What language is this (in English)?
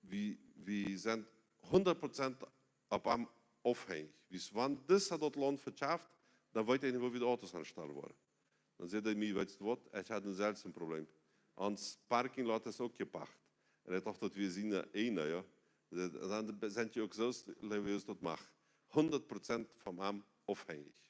Plautdietsch